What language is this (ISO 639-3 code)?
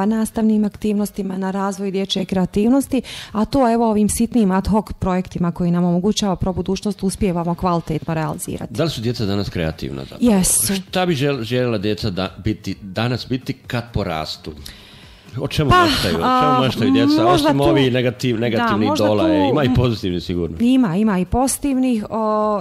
bos